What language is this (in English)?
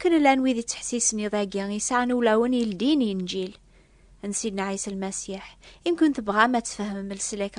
Kabyle